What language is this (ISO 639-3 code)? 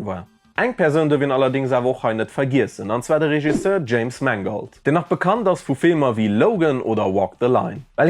ltz